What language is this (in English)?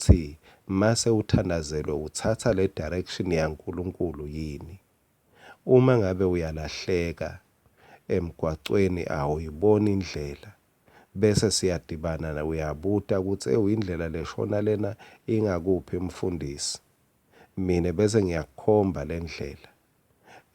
Swati